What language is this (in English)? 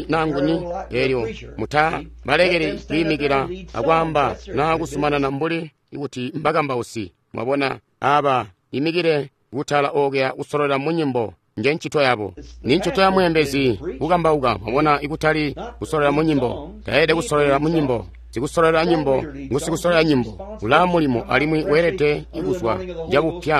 Tonga (Zambia)